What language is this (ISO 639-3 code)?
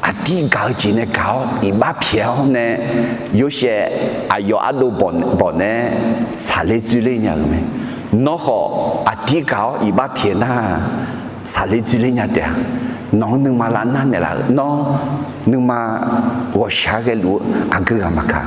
ahk